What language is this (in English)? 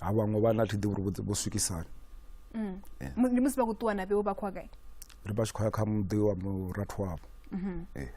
Venda